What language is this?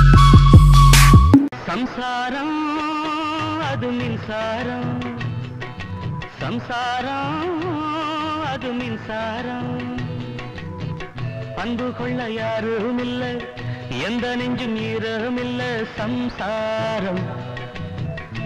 Tamil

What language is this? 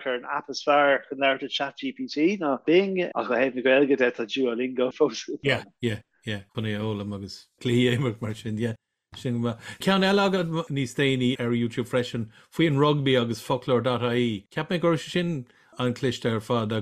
Irish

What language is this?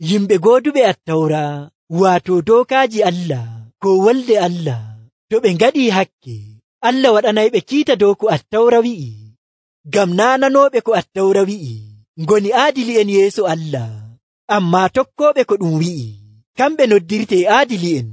Nigerian Fulfulde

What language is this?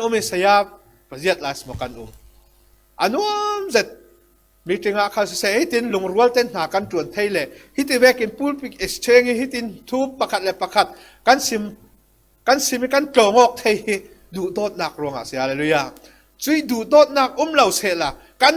Falam Chin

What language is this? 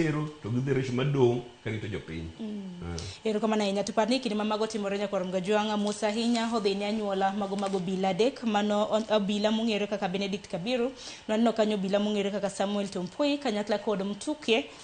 Luo (Kenya and Tanzania)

